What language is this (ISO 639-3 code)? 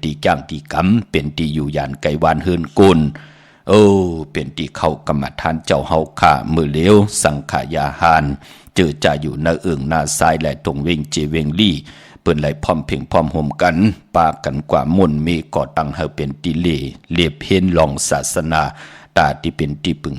shn